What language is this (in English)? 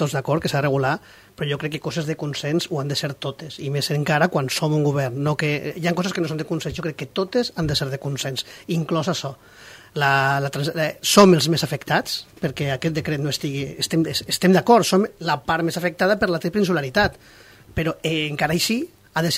Catalan